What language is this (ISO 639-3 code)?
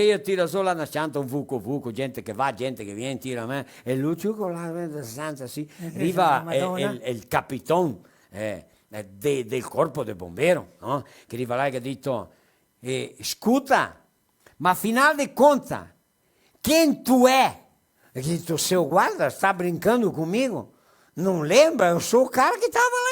vec